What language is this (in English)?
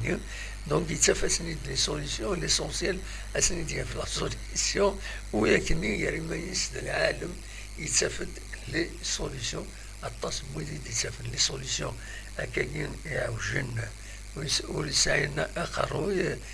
Kabyle